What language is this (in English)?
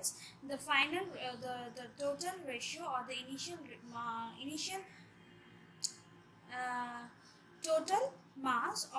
English